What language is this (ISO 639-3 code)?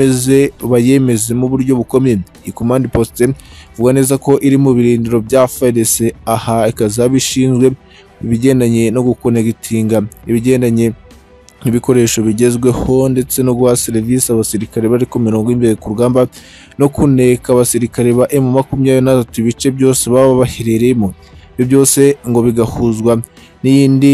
kin